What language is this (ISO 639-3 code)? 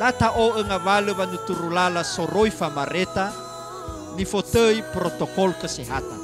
nia